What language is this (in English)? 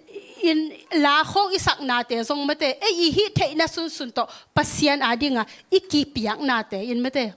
Tedim Chin